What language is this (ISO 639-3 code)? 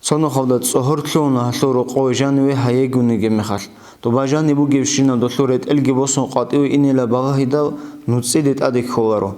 ava